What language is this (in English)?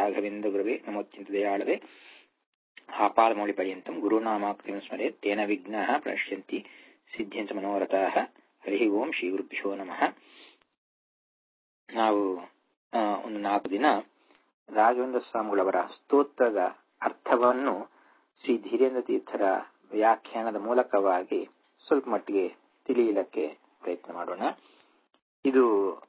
Kannada